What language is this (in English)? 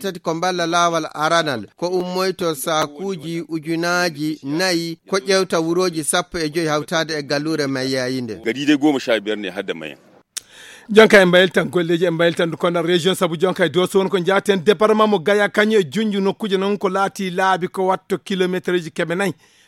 Fula